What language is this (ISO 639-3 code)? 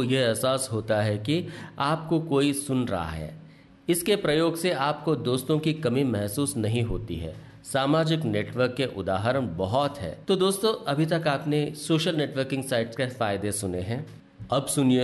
hin